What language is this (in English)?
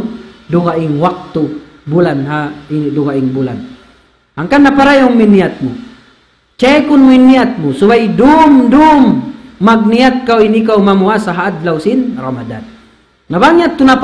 Tausug